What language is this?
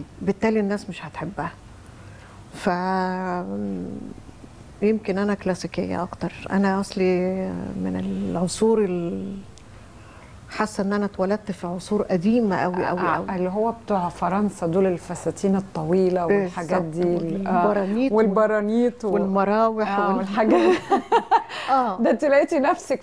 Egyptian Arabic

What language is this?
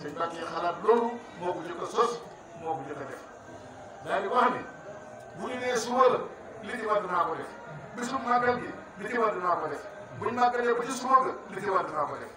Wolof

